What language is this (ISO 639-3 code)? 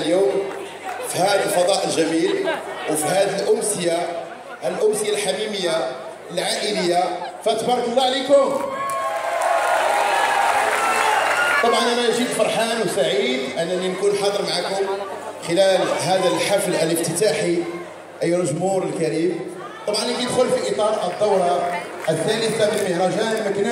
ary